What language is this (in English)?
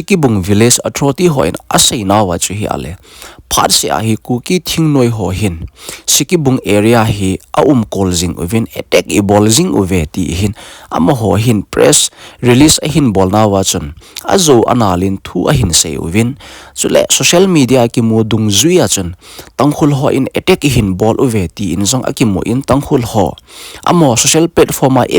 Thado Chin